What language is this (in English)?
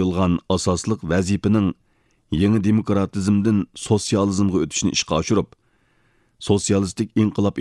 Uyghur